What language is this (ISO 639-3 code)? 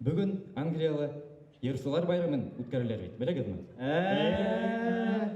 bak